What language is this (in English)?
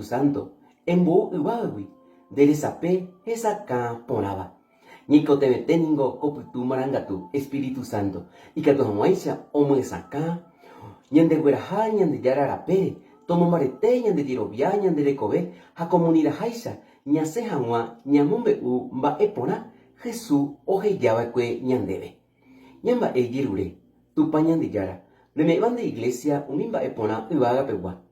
Guarani